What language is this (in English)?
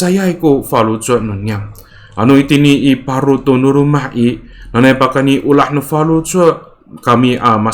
Amis